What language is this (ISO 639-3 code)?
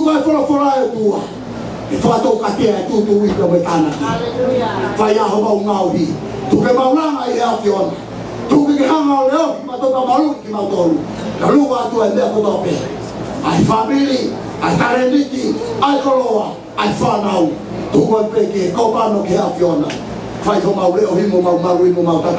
ton